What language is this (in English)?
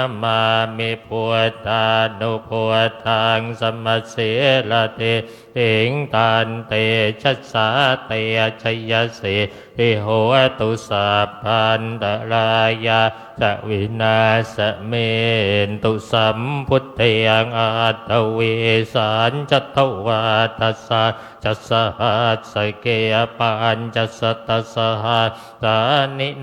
Pali